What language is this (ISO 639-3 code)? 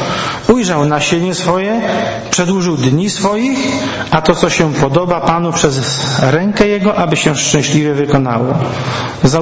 pol